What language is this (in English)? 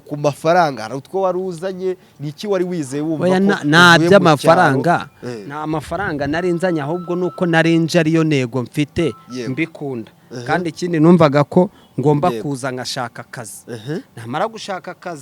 Kinyarwanda